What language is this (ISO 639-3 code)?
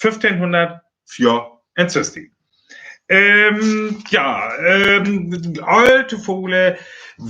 frr